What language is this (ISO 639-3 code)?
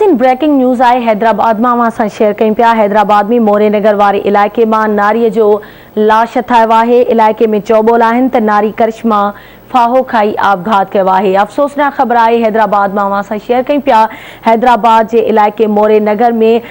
snd